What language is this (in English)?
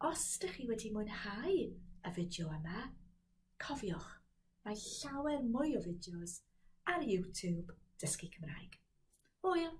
Welsh